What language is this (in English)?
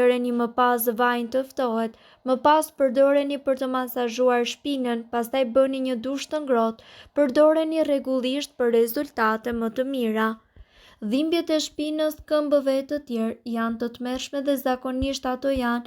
Albanian